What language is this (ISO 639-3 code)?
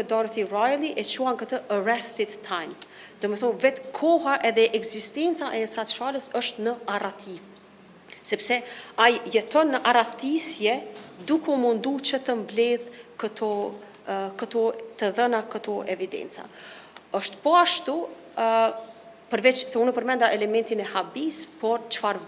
sqi